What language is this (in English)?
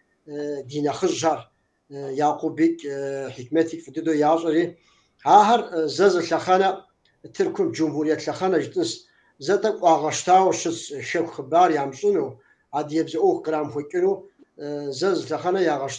Kabardian